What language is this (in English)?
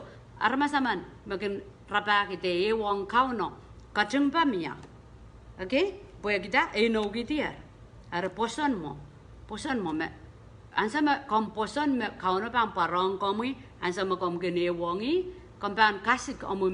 Pohnpeian